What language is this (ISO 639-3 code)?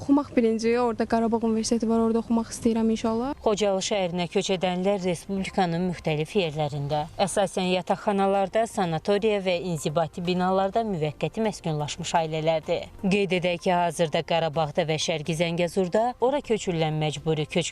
aze